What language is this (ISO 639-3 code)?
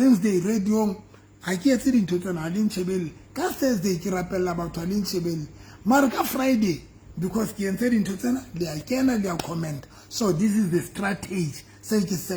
sot